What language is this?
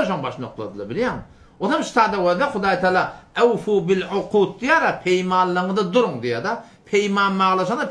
Turkmen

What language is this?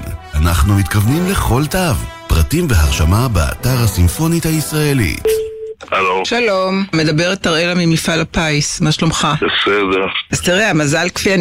Hebrew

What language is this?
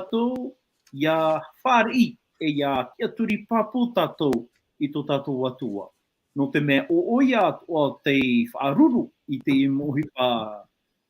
Tahitian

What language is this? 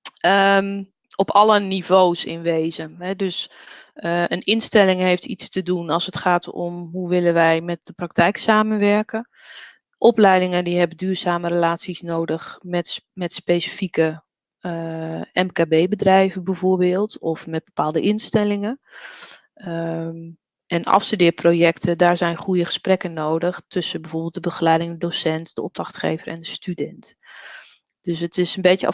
Dutch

